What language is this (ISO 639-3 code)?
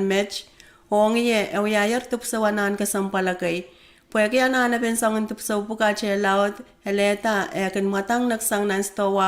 pon